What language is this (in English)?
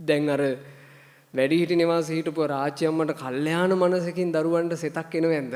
Sinhala